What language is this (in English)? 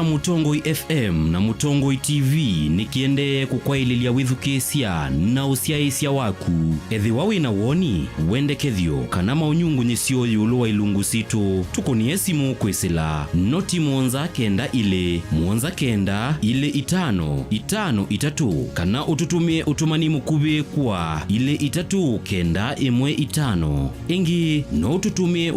Kamba